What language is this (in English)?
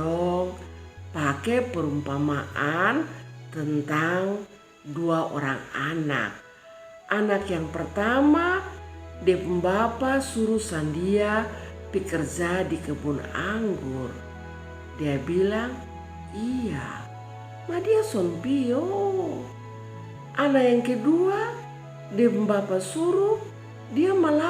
Kupang Malay